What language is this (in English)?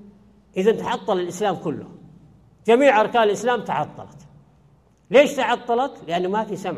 Arabic